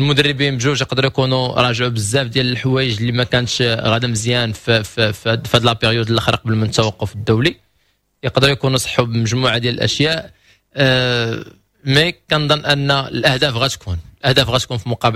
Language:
Moroccan Arabic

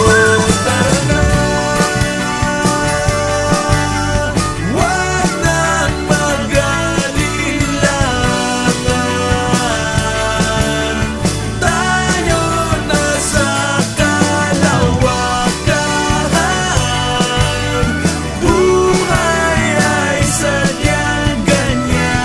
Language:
Filipino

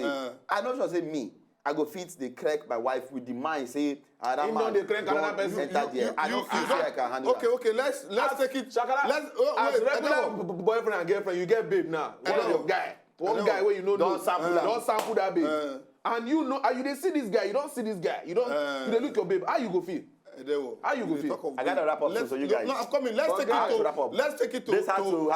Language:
Nigerian Pidgin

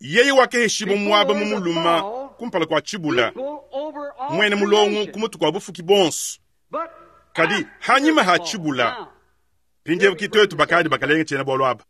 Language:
Luba-Lulua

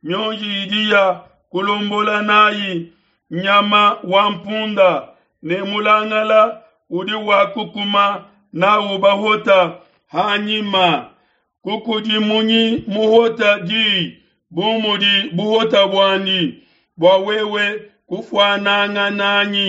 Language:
Luba-Lulua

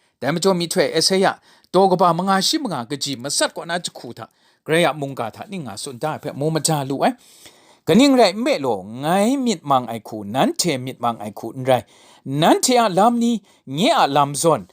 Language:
Kachin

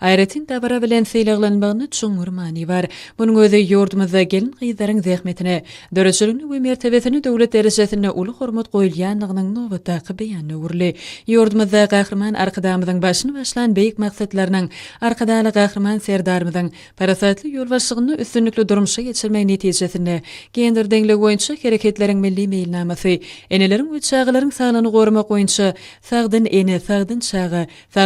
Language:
Turkmen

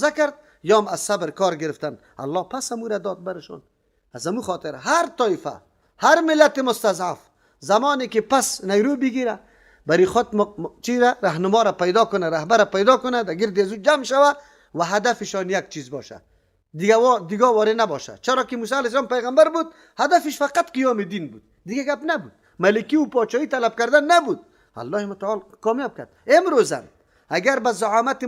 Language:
Persian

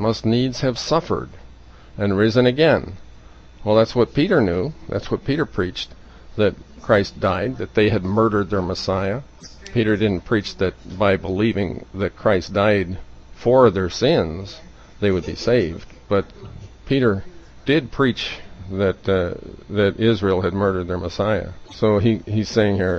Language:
English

